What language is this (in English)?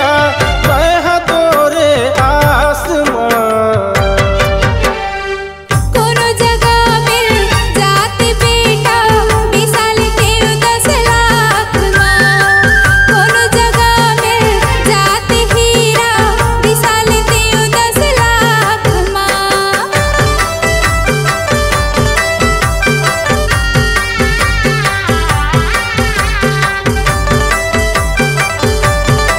Chhattisgarhi